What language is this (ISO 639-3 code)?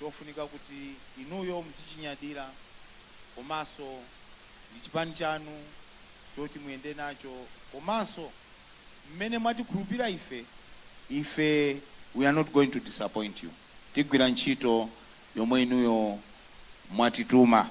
nya